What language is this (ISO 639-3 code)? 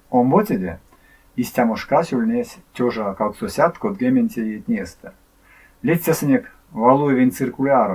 myv